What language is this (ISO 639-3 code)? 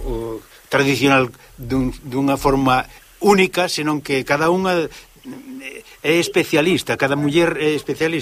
glg